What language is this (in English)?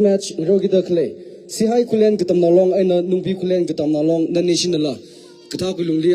Tangkhul Naga (India)